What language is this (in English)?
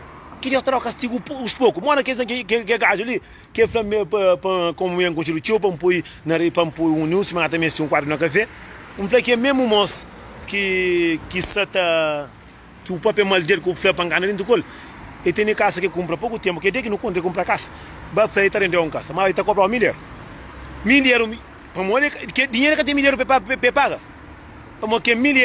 Kabuverdianu